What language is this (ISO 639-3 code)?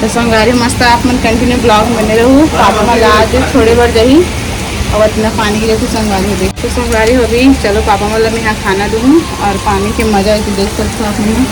hne